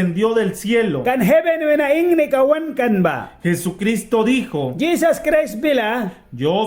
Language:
Mískito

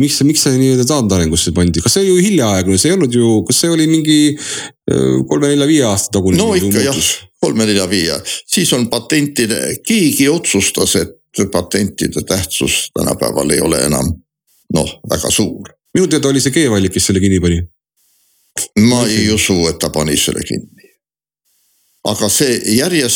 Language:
Estonian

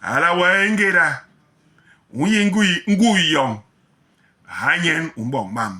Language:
Basaa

